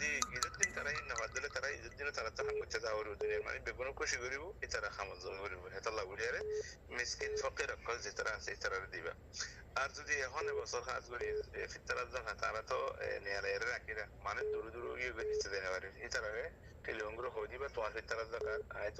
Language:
Rohingya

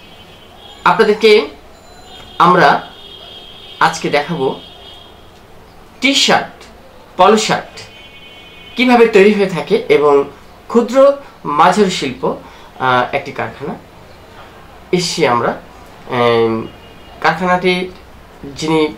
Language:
Bangla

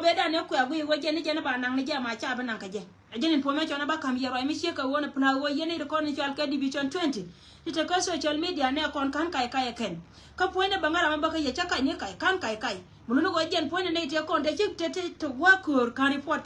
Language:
Nuer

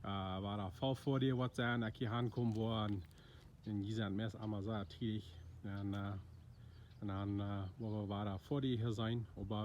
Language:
Plautdietsch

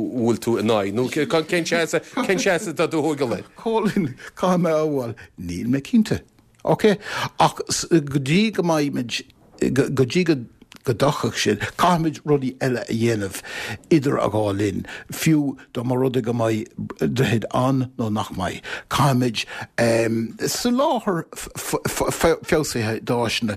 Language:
Irish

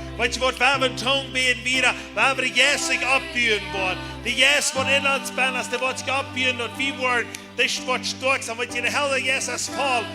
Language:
Plautdietsch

